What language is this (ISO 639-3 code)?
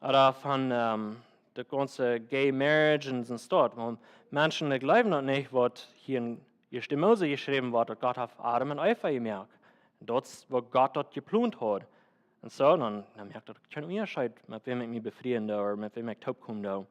pdt